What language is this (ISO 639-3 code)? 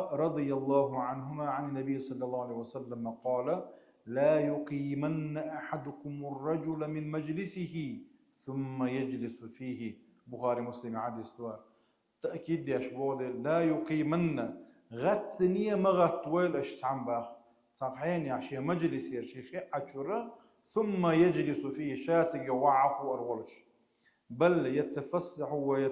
che